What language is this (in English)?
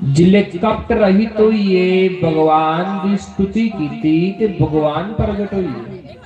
Dogri